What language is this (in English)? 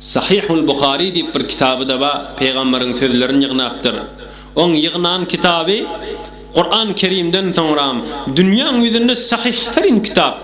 Turkmen